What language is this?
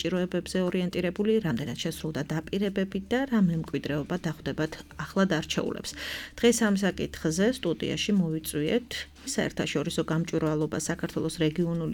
Georgian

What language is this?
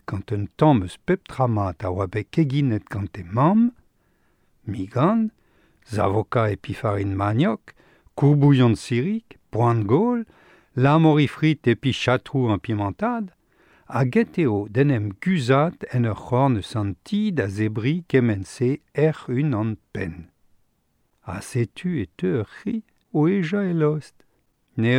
Breton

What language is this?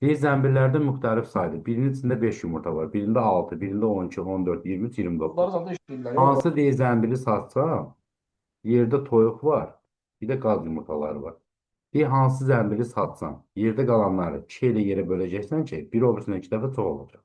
Azerbaijani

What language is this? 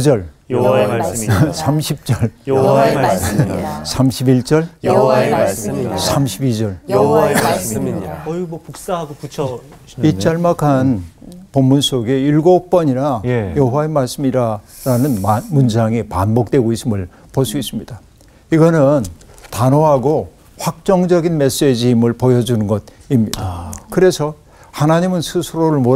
Korean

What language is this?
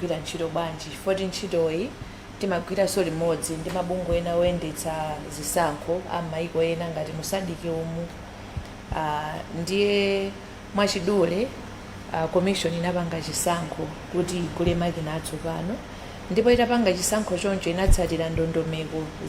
Nyanja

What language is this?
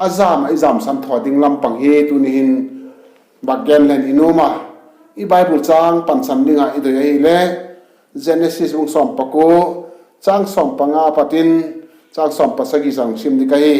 Vaiphei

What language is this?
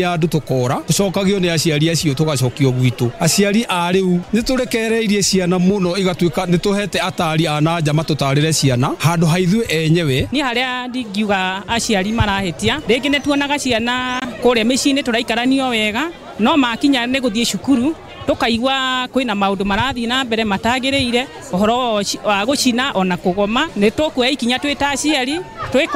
Kikuyu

